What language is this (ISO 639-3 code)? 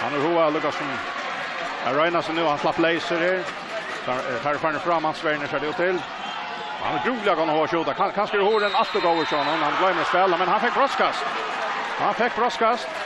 fao